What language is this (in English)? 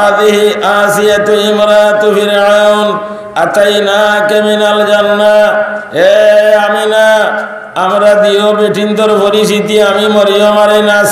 Sylheti